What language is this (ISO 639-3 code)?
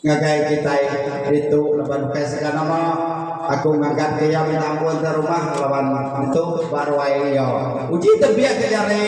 iba